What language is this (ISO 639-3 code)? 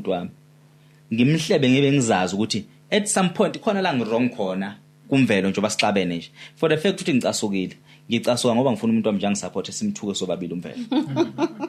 zul